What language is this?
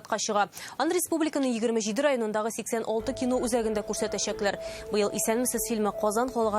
Tatar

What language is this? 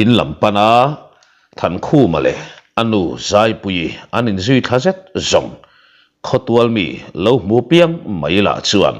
Mizo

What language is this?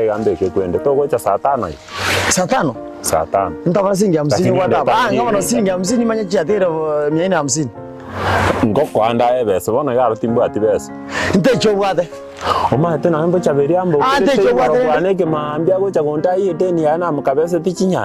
Gusii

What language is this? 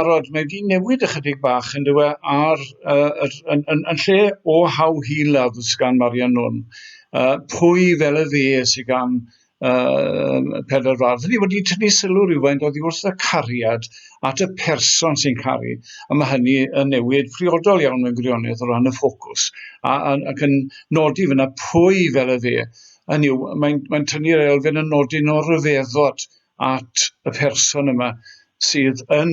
Welsh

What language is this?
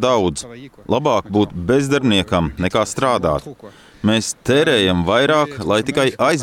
Latvian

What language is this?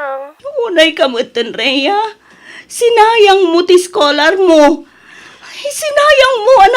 Iloko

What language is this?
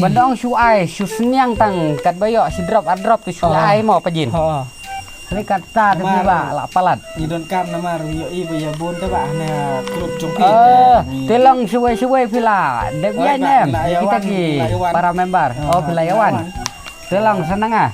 Khasi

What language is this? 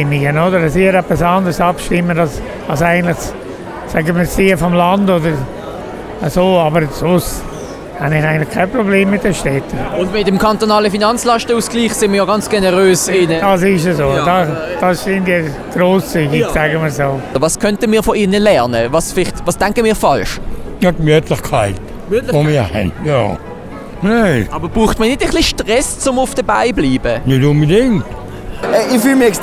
Swiss German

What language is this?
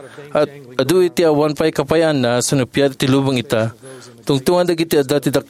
Iloko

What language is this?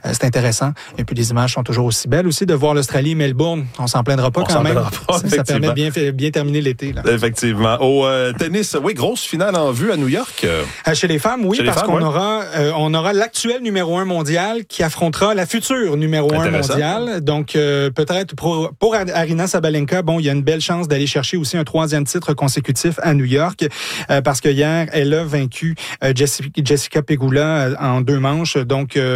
French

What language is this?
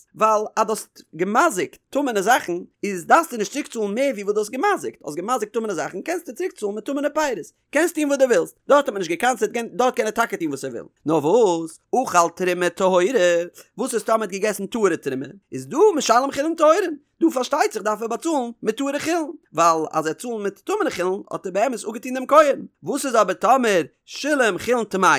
Yiddish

